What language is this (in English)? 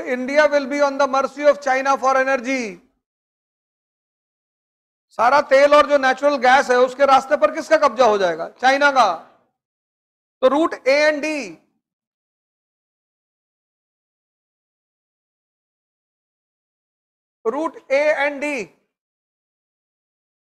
Hindi